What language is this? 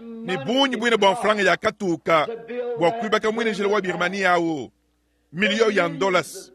Luba-Lulua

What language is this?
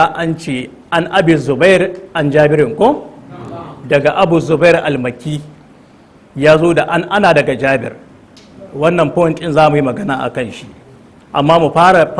Hausa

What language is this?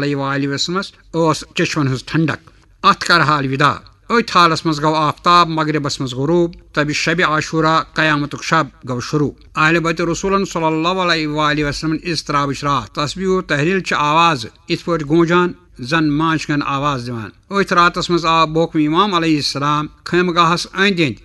Kashmiri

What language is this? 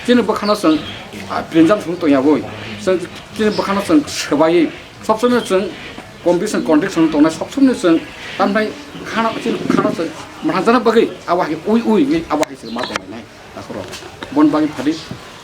Kok Borok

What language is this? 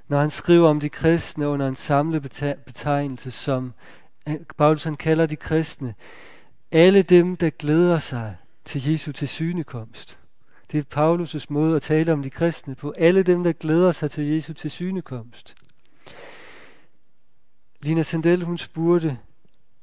Danish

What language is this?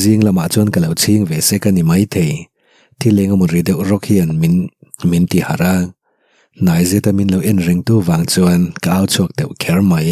Mizo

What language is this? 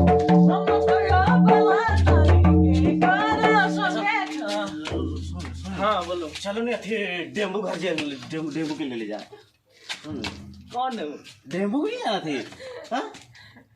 Sadri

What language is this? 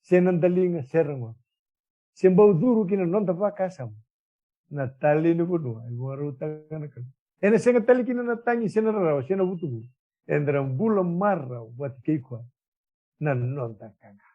Fijian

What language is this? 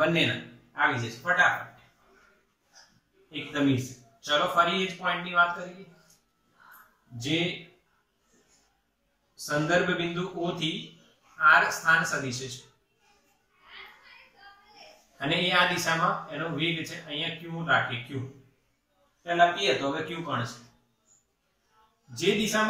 Gujarati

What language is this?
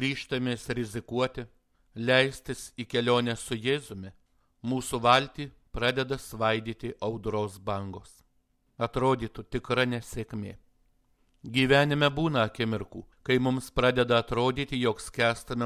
Lithuanian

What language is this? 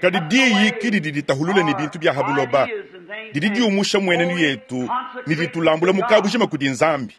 Luba-Lulua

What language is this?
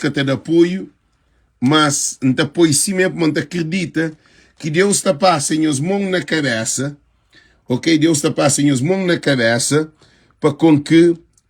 Kabuverdianu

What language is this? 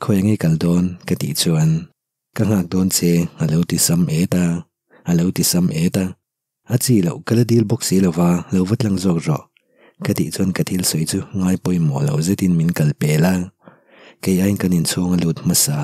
Mizo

